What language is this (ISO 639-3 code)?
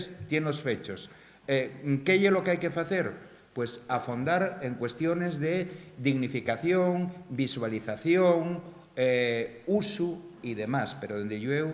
ast